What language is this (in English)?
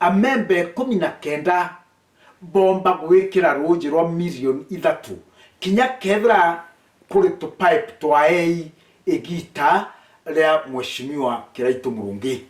Meru